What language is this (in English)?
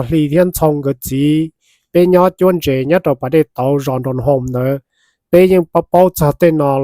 Hmong